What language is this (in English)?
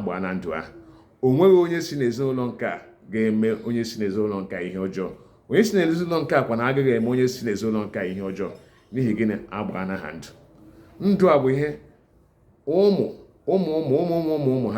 Igbo